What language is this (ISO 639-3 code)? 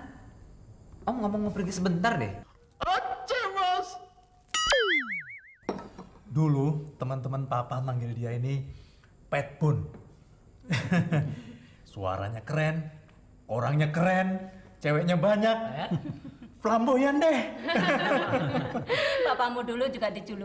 ind